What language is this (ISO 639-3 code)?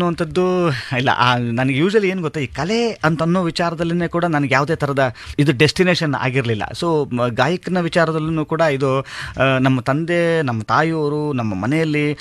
kan